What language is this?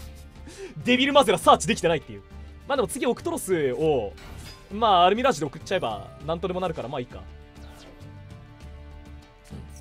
Japanese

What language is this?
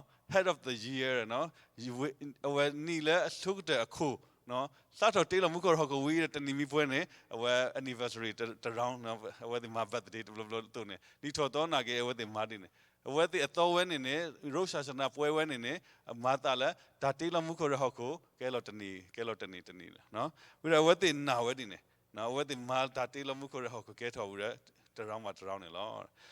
S'gaw Karen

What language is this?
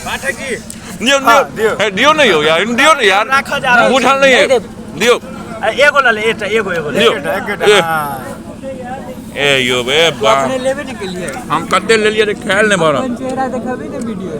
Maithili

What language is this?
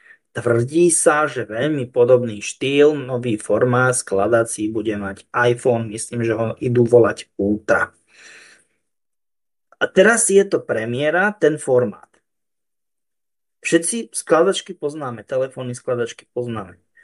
Slovak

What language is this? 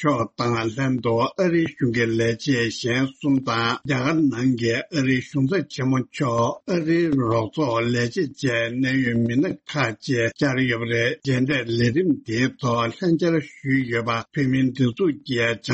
Tibetan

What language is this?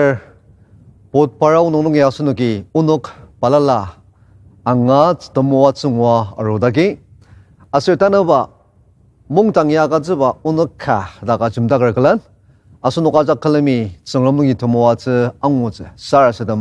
Ao Naga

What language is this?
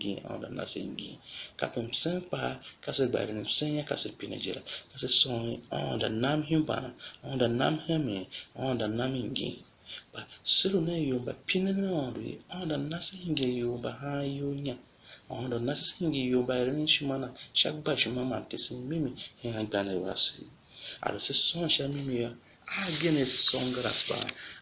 Tiv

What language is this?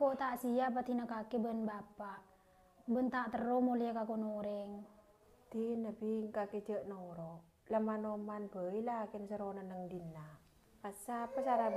Madurese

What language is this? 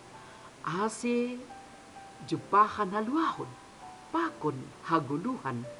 Batak Simalungun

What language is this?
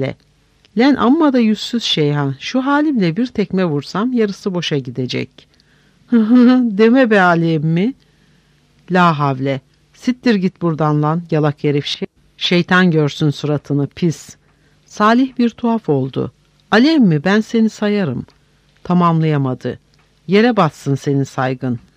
Turkish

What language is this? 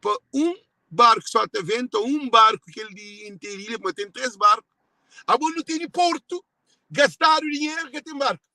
Kabuverdianu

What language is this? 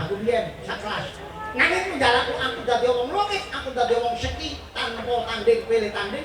Javanese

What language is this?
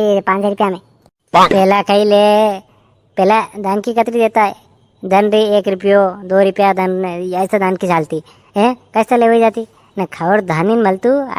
Rajasthani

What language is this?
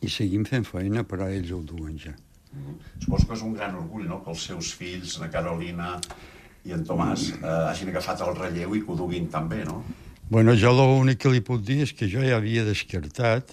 Catalan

